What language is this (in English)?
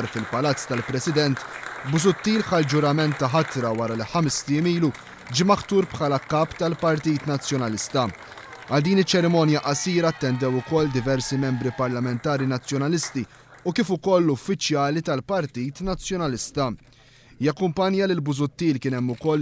Maltese